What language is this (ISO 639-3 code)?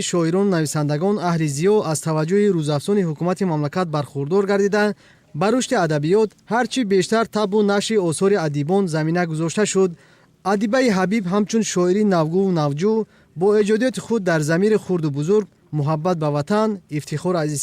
tgk